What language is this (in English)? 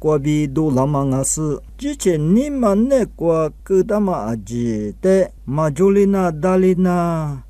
Lisu